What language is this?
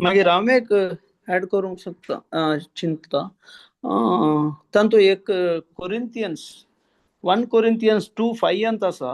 Konkani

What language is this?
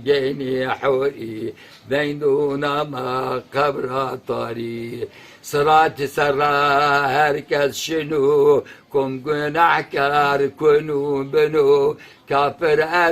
Zaza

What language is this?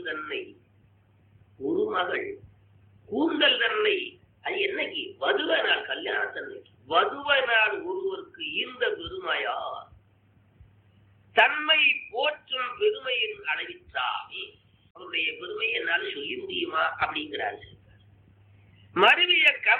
Tamil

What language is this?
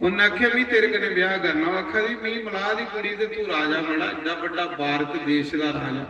Dogri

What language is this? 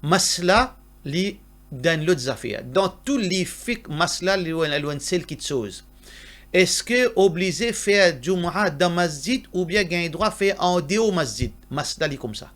Morisyen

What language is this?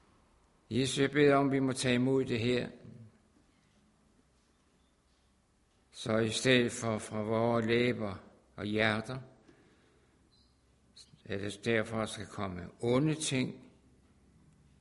Danish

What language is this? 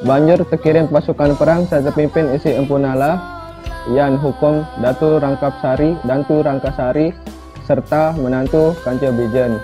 Sasak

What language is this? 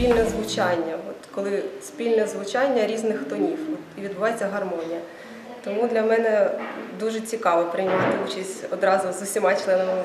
Ukrainian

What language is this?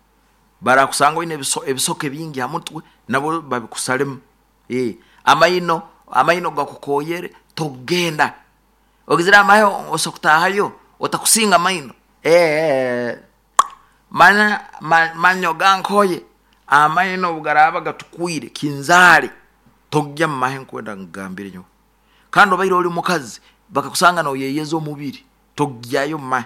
Nyoro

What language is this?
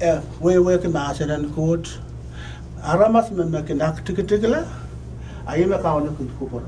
Pohnpeian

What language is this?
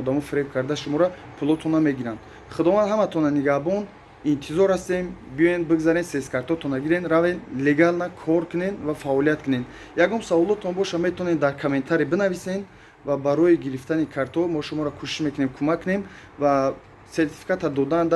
Tajik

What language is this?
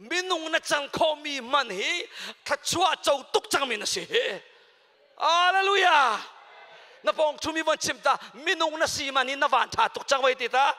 Hakha Chin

